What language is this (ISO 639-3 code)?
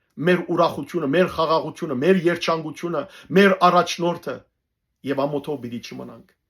hyw